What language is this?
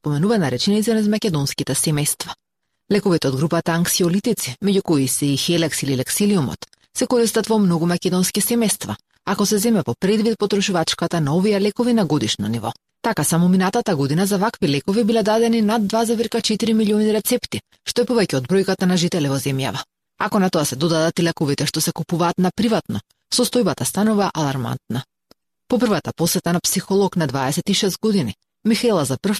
Macedonian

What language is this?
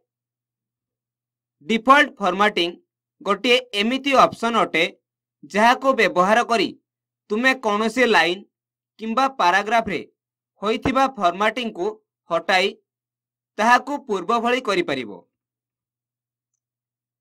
Odia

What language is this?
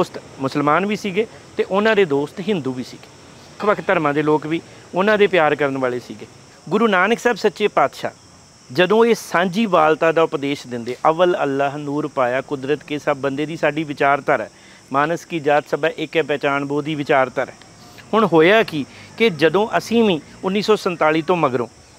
Punjabi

